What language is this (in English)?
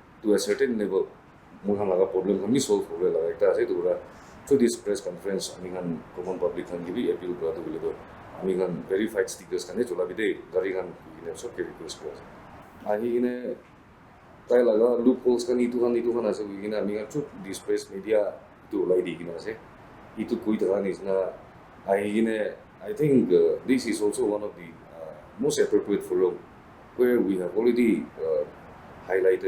Naga Pidgin